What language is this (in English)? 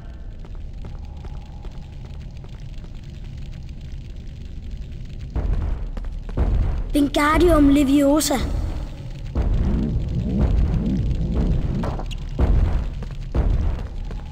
Danish